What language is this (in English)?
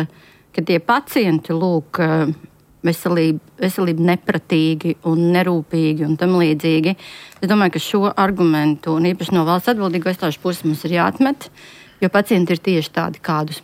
Latvian